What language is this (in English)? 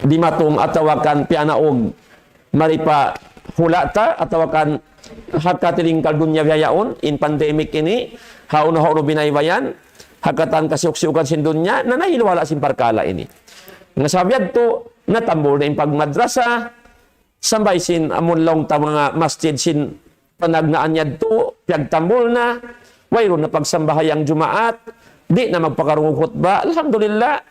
Tausug